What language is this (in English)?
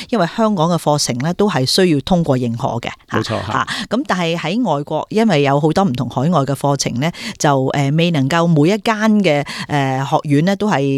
Cantonese